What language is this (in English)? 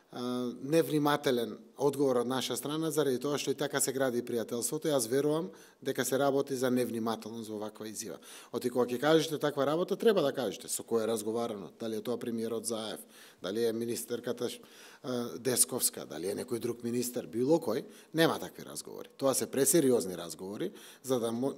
Macedonian